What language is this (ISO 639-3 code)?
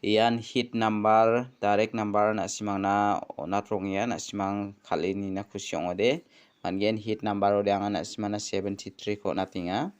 grt